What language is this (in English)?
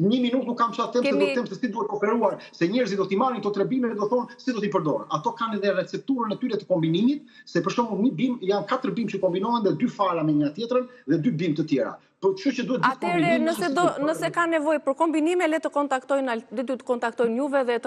Albanian